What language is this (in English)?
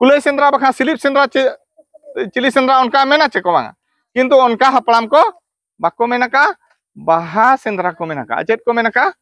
Santali